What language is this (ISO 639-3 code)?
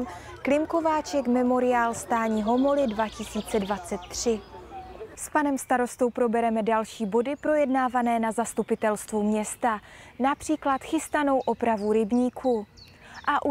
ces